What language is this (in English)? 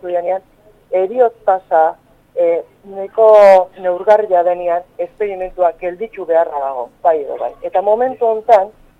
Basque